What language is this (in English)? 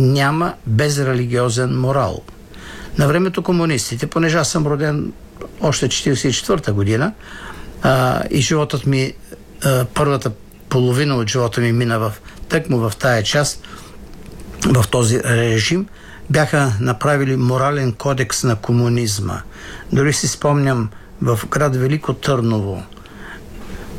Bulgarian